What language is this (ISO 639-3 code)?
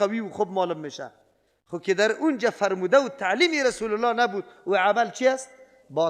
fas